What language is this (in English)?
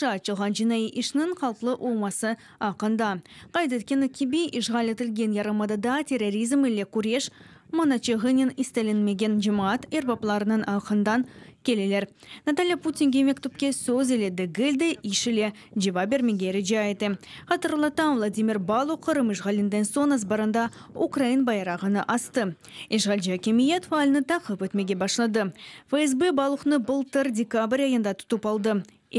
Crimean Tatar